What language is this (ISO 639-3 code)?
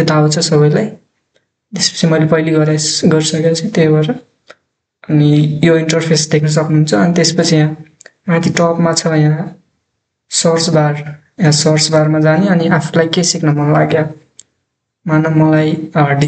nep